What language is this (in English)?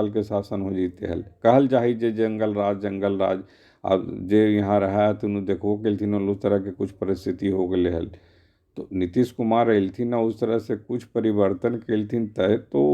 Magahi